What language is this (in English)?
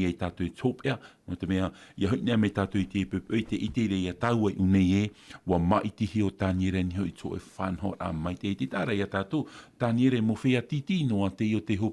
Tahitian